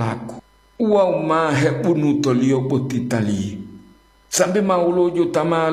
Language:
Gorontalo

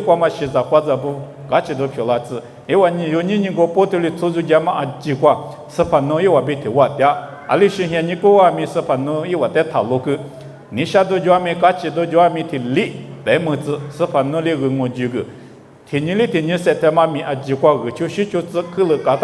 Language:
Lisu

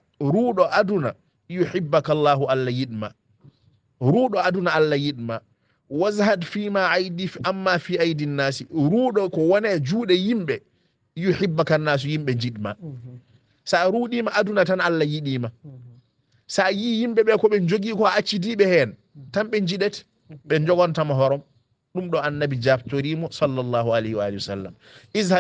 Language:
Fula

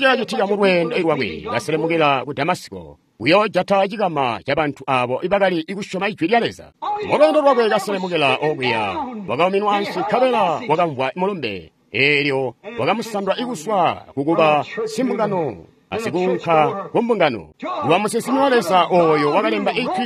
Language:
Tonga (Zambia)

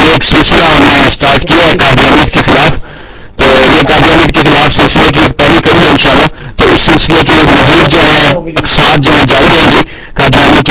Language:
Urdu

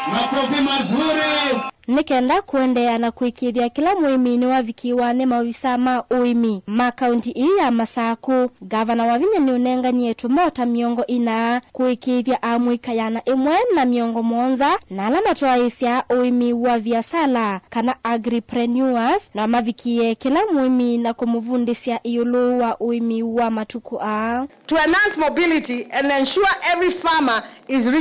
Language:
Kamba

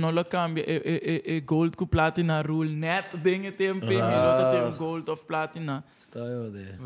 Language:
Papiamento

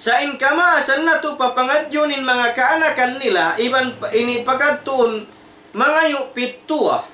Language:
Tausug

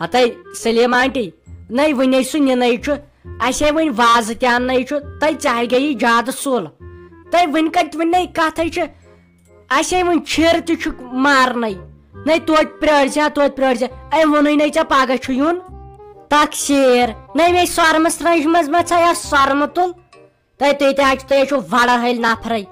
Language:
Kashmiri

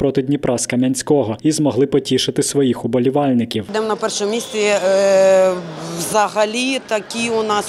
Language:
Ukrainian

